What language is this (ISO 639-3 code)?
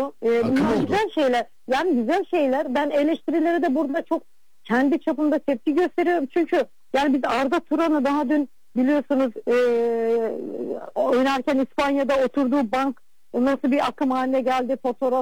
tur